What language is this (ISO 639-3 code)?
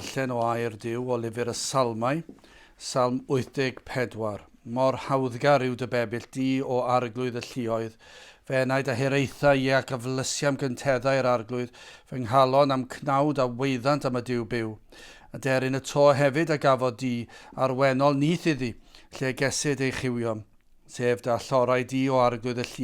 cym